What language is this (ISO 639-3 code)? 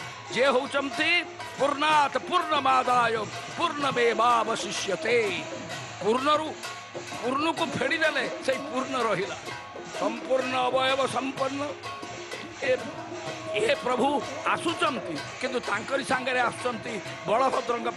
ori